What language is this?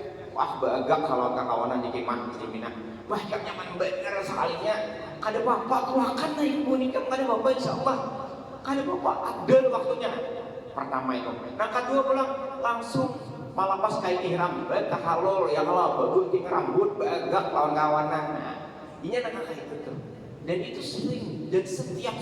Banjar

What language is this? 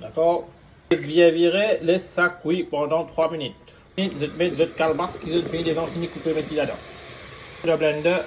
Morisyen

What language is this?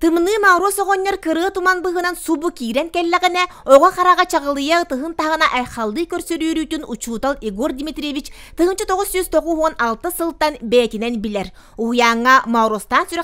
Yakut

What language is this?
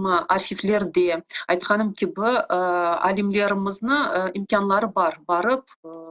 Crimean Tatar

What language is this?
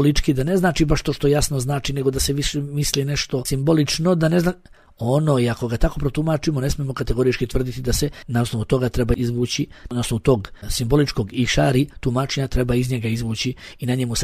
Bosnian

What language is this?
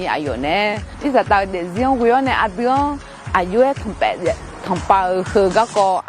Akha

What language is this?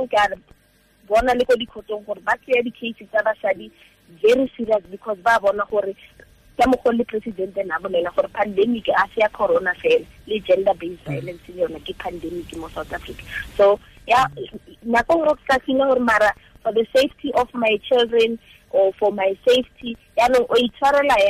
Tswana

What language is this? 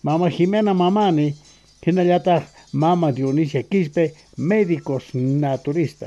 South Bolivian Quechua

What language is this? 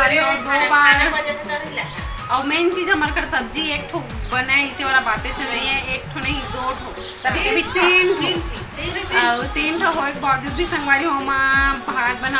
Chhattisgarhi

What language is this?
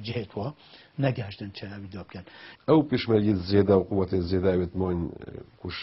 Kurdish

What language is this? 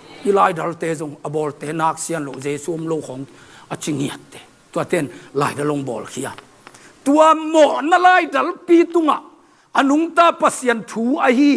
Tedim Chin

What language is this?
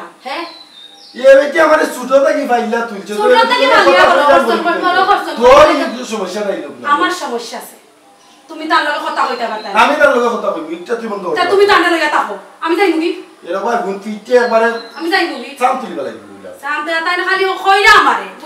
Sylheti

